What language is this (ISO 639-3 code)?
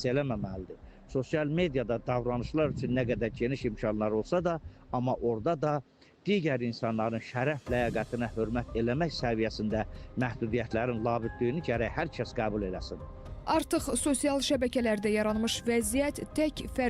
aze